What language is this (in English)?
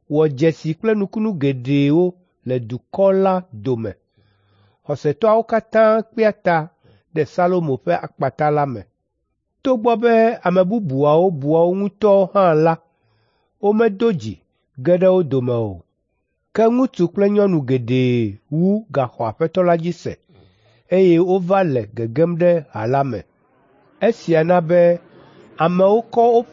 Ewe